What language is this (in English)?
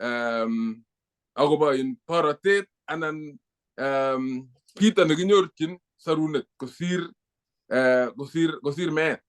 Kalenjin